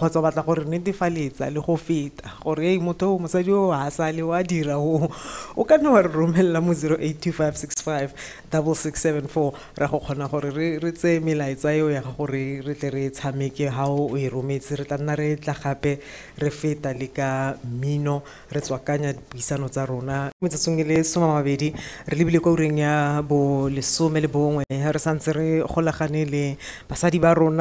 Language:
Tswana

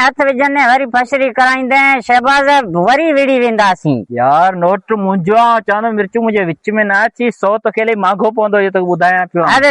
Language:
Sindhi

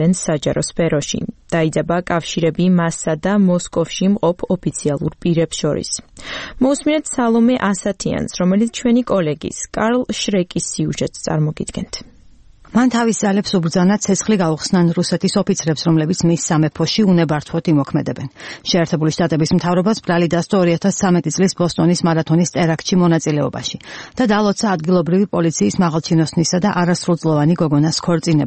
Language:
Georgian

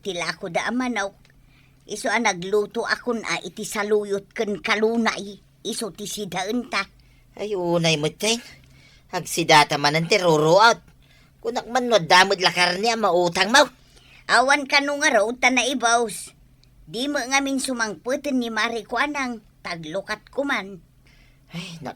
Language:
Iloko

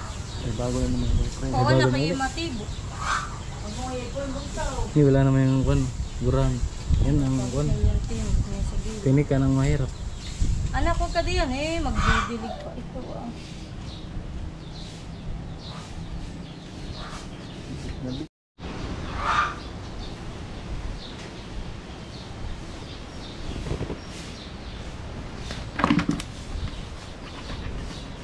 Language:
Filipino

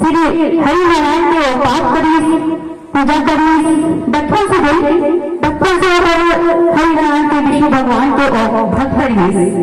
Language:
Chhattisgarhi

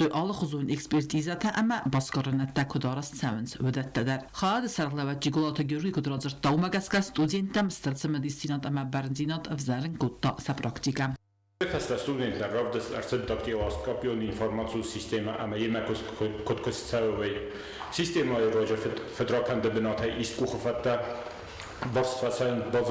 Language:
Ossetic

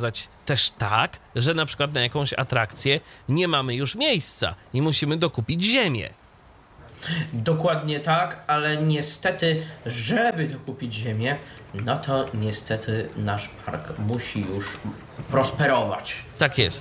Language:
Polish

